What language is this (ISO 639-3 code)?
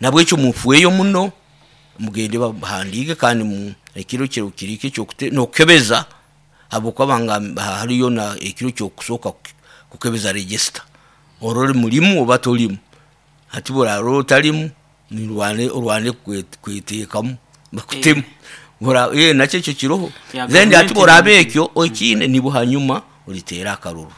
nyo